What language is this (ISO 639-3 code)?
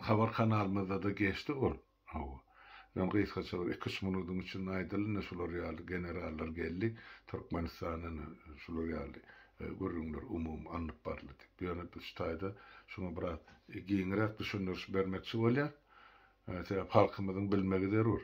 tuk